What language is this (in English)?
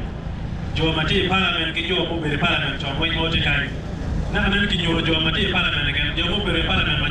Acoli